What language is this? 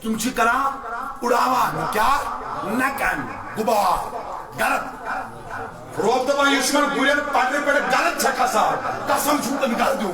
Kashmiri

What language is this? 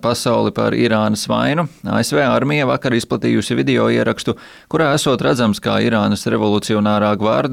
Latvian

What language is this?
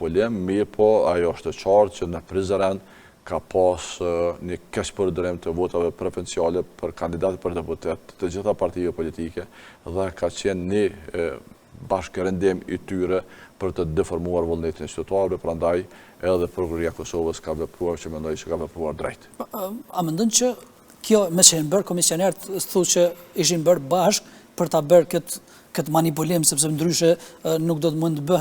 Albanian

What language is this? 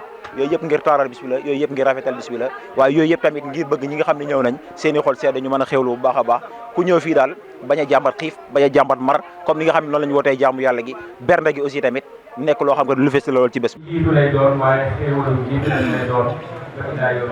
Wolof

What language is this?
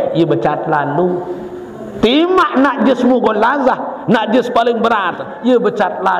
Sasak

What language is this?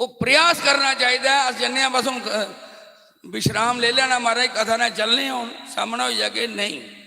Dogri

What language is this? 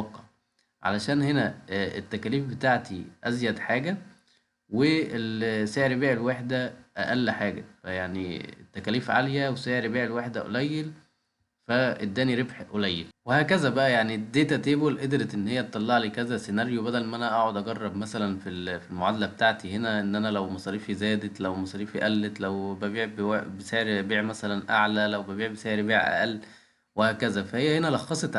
Egyptian Arabic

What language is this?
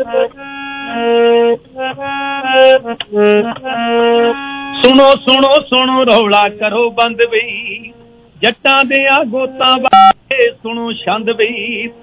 Punjabi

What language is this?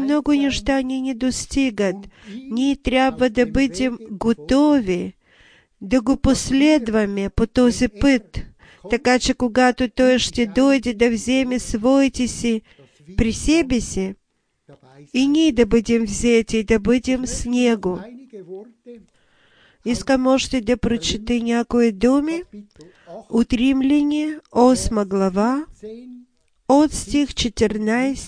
Bulgarian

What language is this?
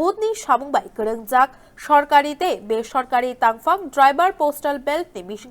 Kok Borok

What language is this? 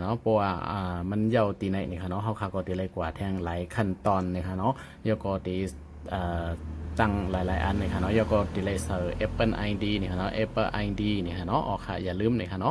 Shan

